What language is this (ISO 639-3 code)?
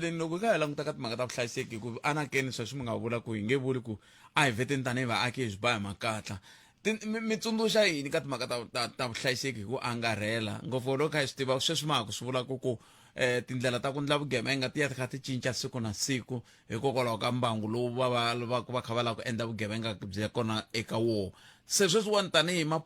tso